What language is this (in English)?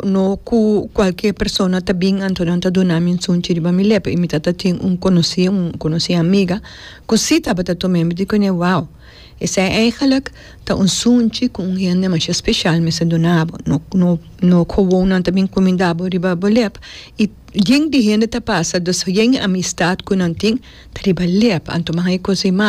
Papiamento